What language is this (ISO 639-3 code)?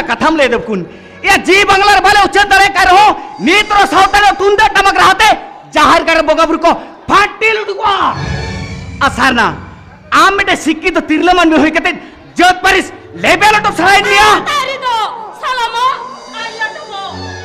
sat